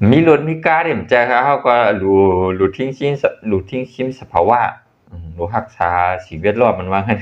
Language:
Shan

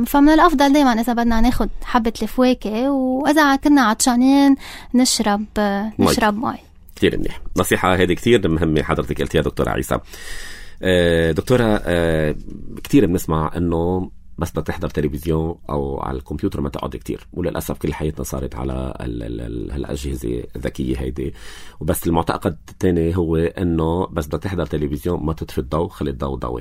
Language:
North Levantine Arabic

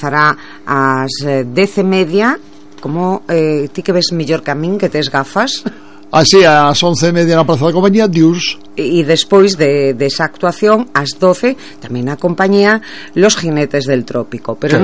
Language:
Galician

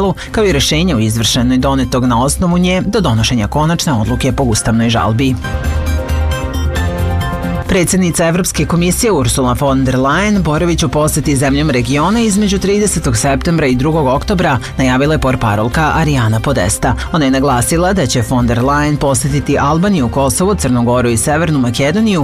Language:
Serbian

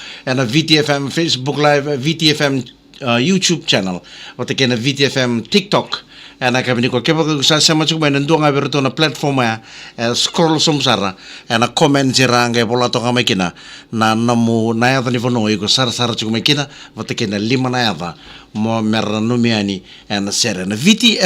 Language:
Fijian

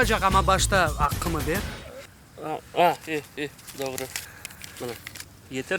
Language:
Crimean Tatar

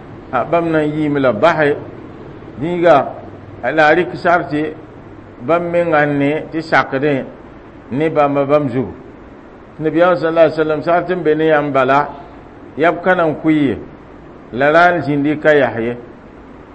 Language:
Mossi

